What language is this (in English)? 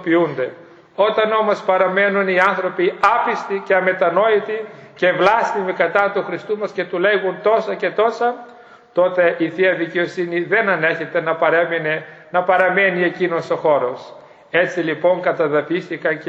Greek